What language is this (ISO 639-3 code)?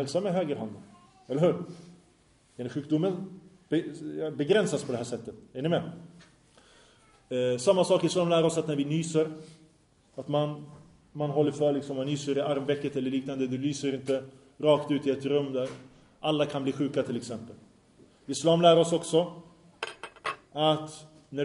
swe